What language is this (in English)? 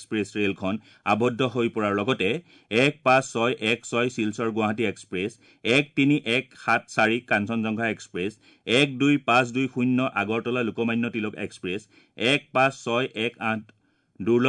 Assamese